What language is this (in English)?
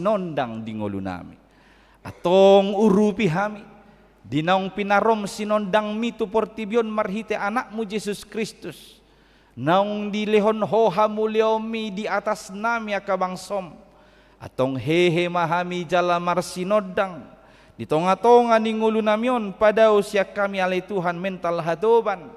Batak Toba